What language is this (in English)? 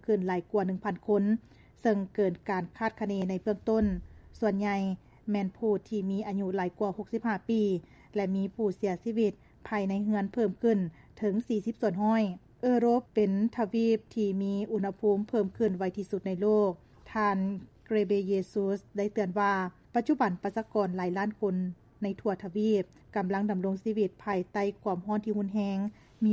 Lao